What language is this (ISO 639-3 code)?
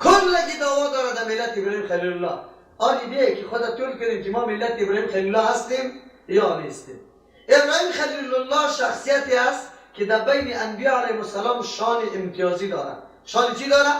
fas